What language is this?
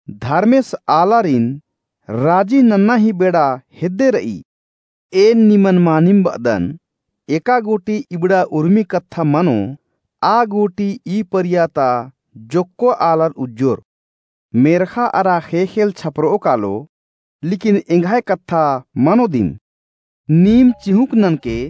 Kurukh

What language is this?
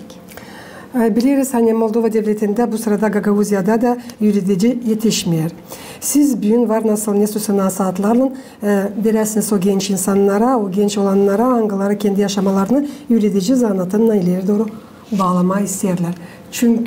Gagauz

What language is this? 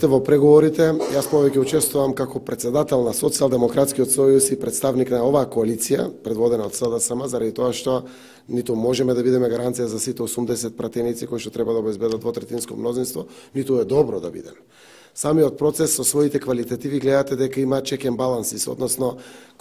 Macedonian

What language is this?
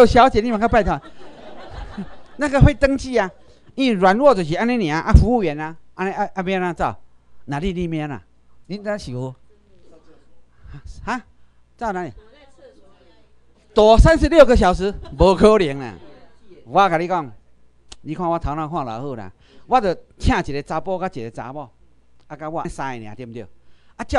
Chinese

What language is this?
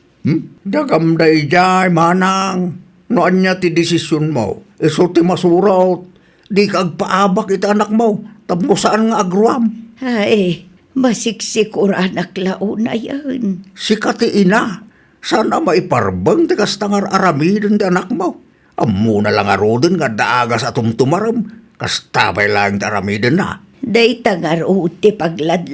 Iloko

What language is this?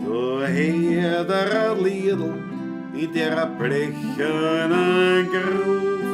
Bavarian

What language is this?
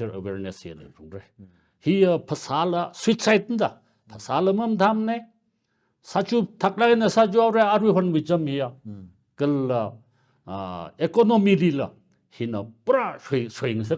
Tangkhul Naga (India)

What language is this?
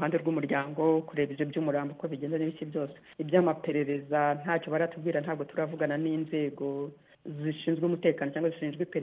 Kinyarwanda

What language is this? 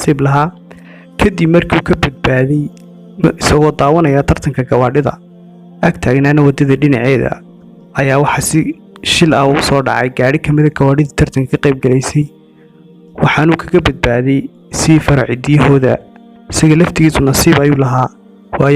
Somali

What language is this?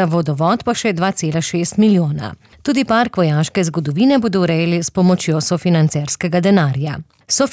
Slovenian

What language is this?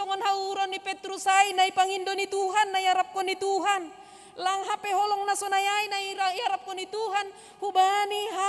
Batak Simalungun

